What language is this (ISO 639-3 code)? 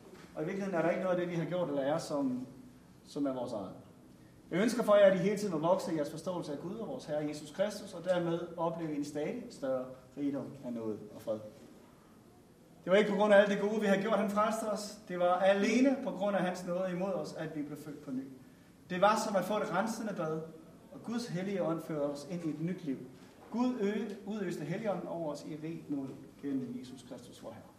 dan